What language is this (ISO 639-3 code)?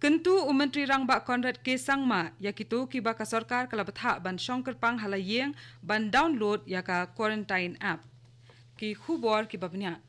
kha